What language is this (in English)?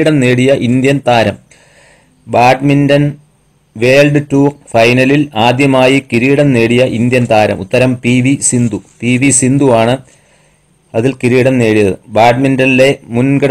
Malayalam